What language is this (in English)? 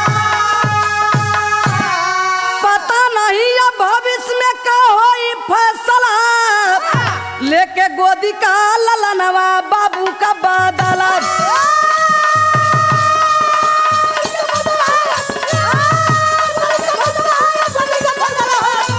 Bhojpuri